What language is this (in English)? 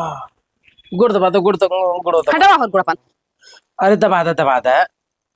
Awadhi